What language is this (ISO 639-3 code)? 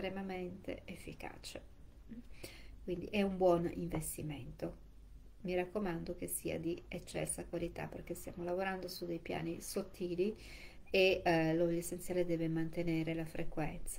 ita